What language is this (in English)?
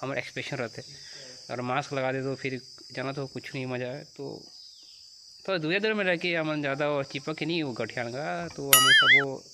Chhattisgarhi